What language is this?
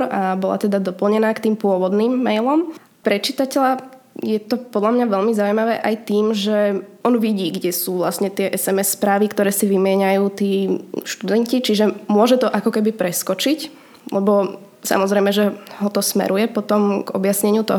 Slovak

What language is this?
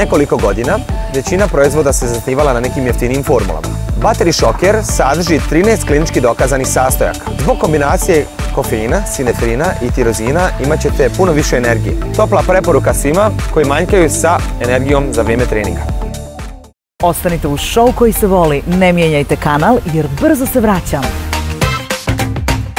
Croatian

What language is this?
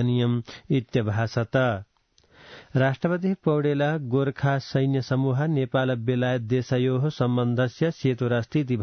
Sanskrit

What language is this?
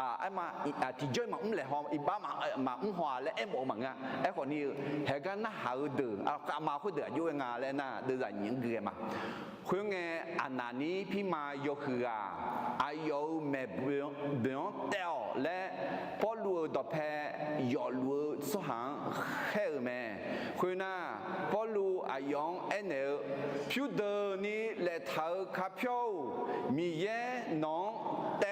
Akha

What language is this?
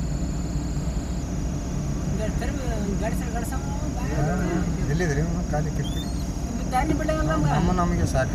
Kannada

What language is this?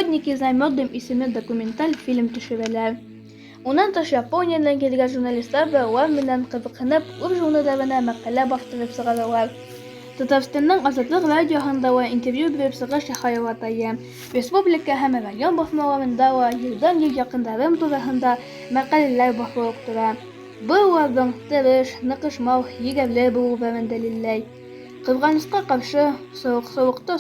Bashkir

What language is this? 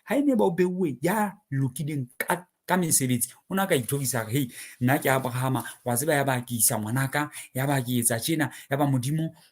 Southern Sotho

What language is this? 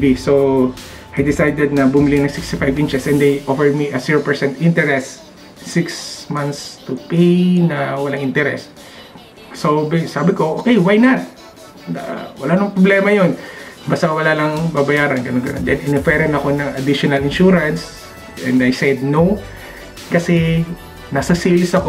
Filipino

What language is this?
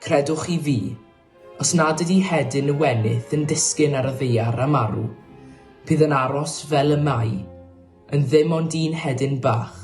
Welsh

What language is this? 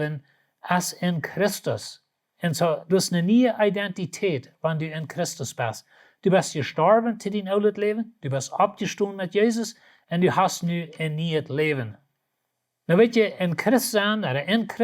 Plautdietsch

